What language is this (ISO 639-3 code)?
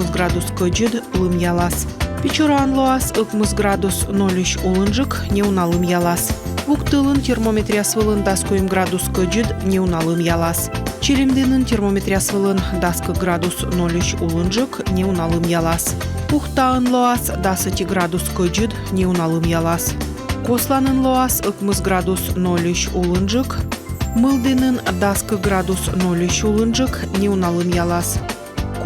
kom